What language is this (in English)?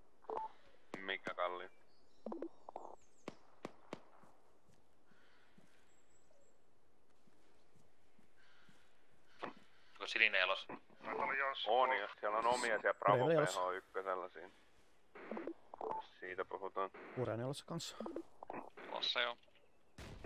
Finnish